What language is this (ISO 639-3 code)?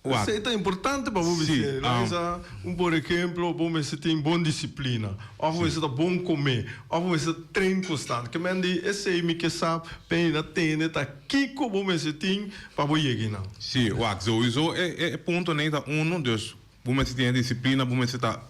pap